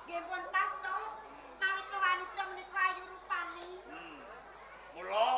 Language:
Javanese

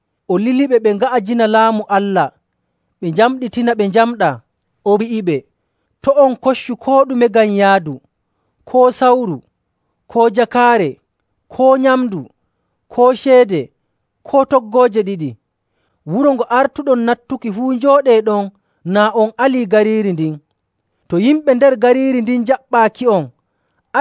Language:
Nigerian Fulfulde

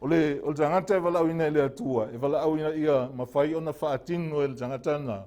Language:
Samoan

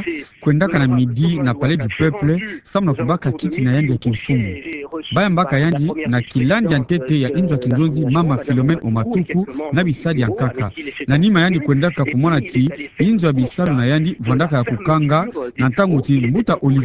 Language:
Kituba (Democratic Republic of Congo)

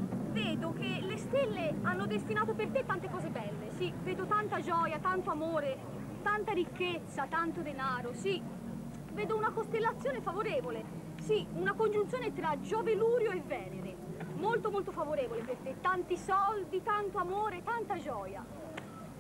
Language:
Italian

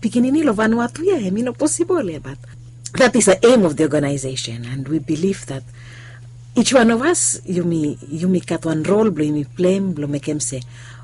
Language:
Bislama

